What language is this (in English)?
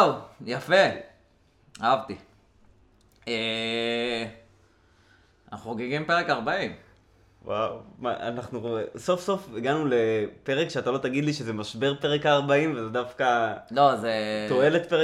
Hebrew